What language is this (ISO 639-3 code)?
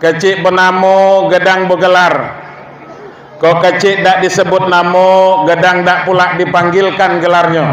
min